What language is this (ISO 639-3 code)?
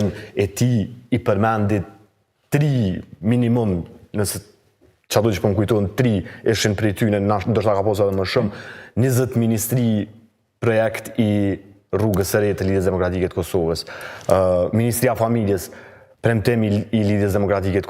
sqi